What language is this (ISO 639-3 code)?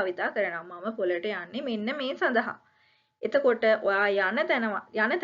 sin